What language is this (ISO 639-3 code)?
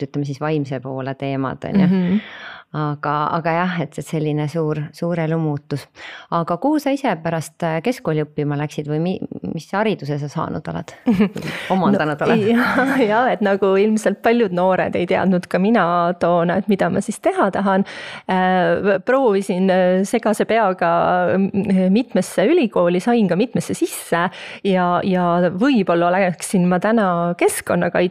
est